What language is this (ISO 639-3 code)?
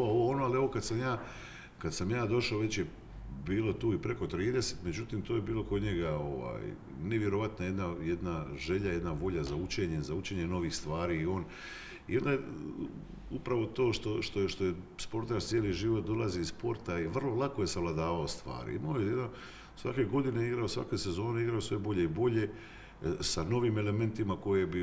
hrv